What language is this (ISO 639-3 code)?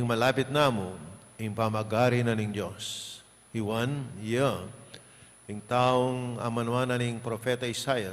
pam